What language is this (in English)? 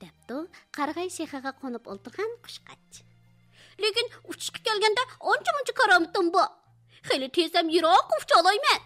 Uyghur